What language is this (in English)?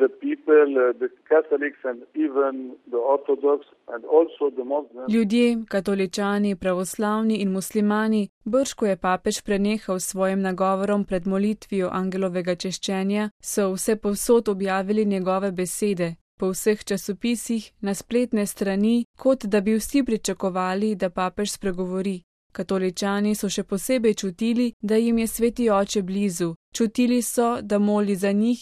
Slovenian